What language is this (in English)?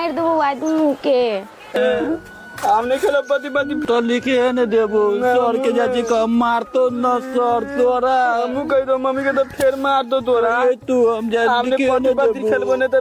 Maithili